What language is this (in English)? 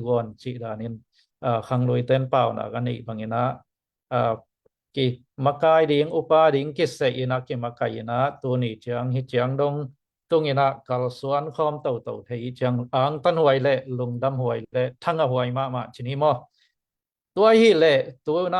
Tedim Chin